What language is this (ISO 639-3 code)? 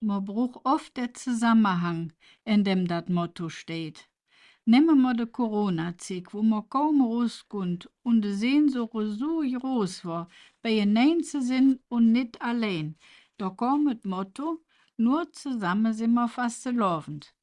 ksh